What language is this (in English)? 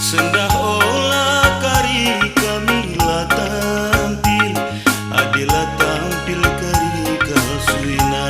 Batak Karo